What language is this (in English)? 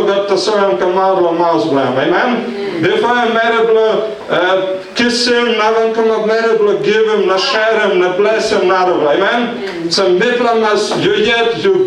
Tok Pisin